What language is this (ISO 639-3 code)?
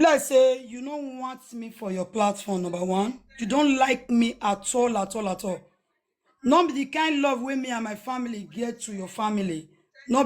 pcm